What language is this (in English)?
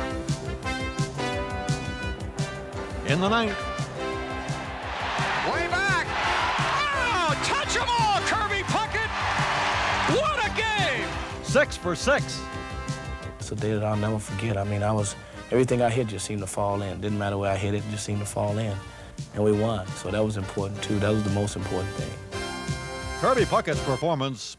English